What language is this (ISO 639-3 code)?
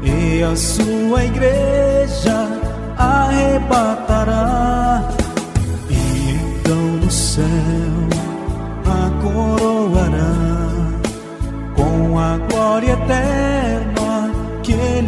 por